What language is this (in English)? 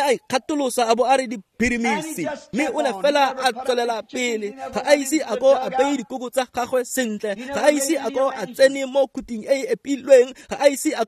Tswana